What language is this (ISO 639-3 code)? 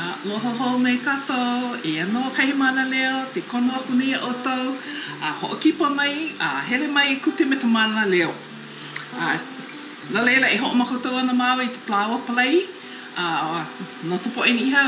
haw